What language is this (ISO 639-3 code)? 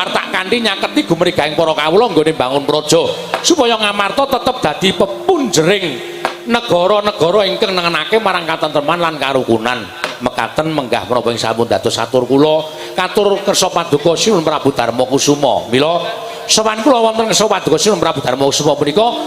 jav